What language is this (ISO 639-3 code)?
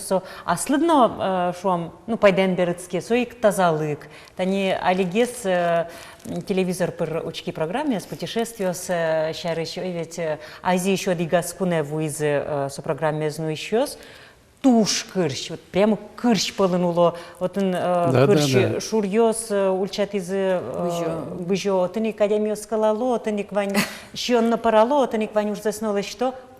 udm